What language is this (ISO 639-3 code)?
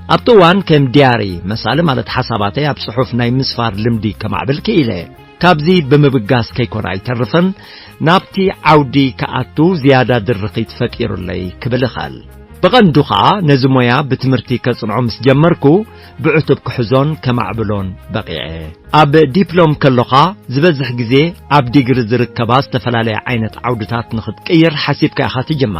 tir